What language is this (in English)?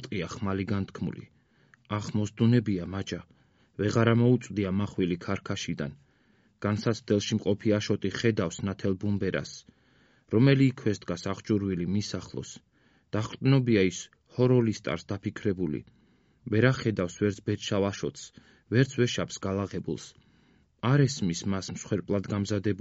Georgian